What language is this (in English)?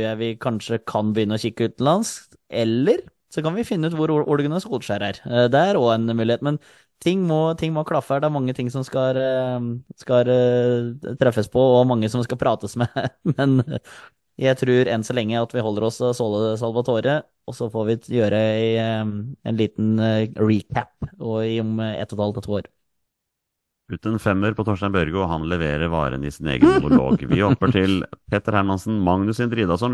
Norwegian